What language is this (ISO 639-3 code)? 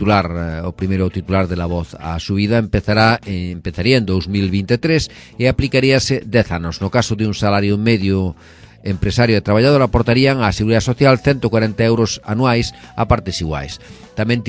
glg